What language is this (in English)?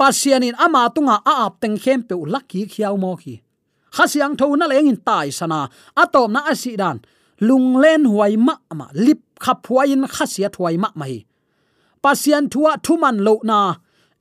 Tedim Chin